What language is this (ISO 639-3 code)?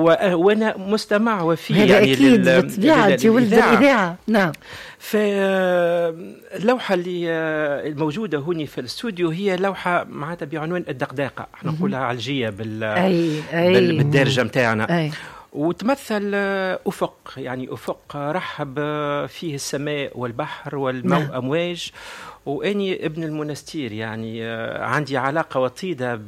aeb